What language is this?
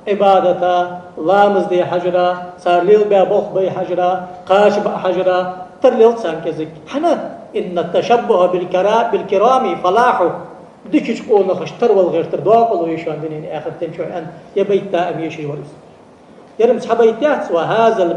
Ingush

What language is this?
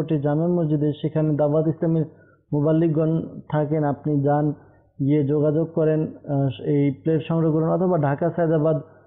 Bangla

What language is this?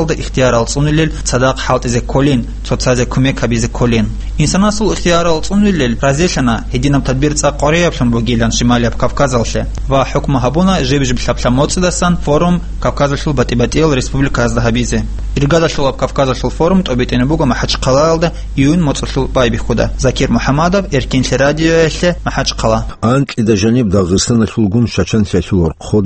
Avaric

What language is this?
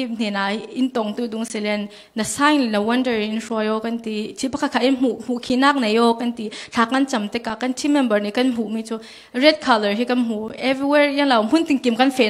Falam Chin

